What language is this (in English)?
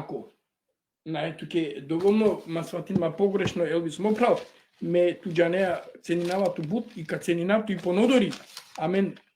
Balkan Romani